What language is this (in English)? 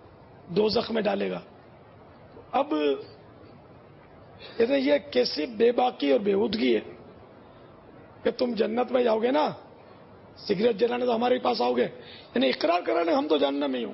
Urdu